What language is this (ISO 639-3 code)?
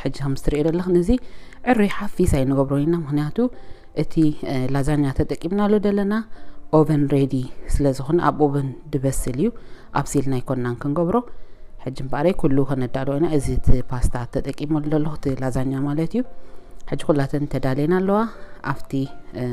tir